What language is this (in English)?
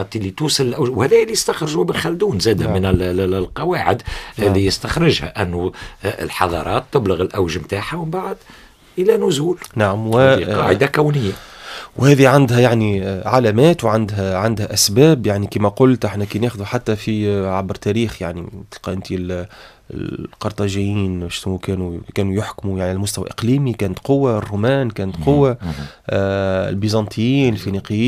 Tunisian Arabic